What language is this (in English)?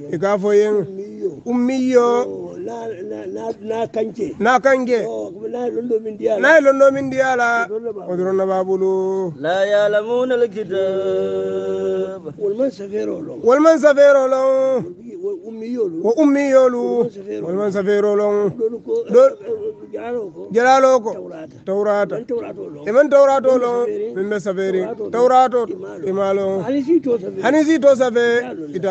Hausa